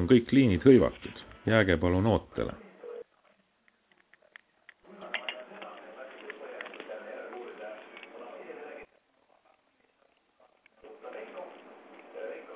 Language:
Estonian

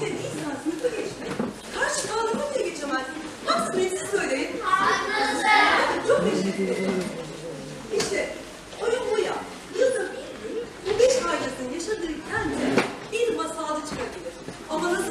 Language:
Turkish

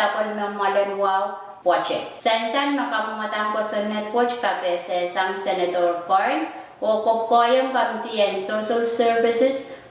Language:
Pohnpeian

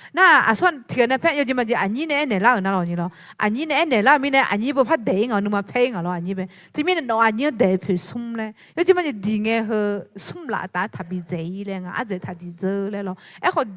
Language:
Akha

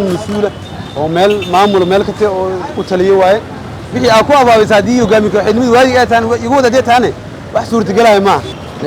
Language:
Somali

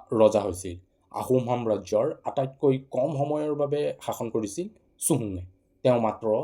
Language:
Assamese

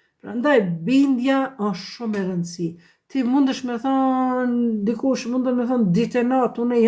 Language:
Albanian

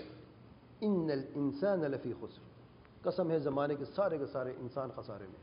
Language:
Urdu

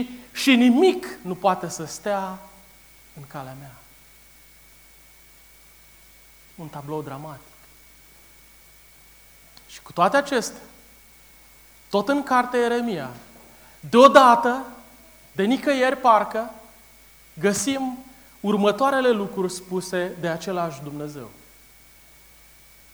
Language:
Romanian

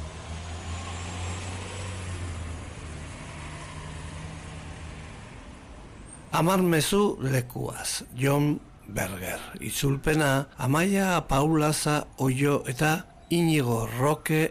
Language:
Basque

